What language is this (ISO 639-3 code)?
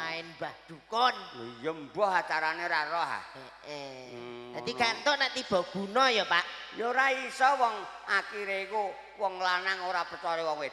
jav